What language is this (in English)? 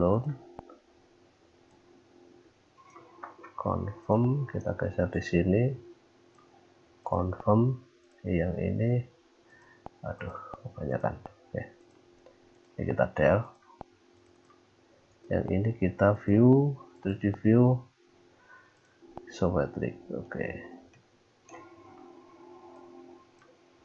Indonesian